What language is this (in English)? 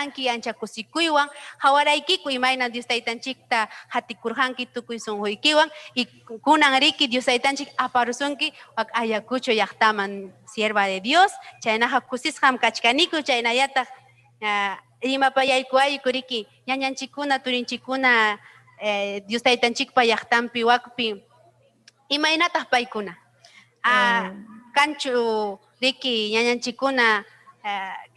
Ayacucho Quechua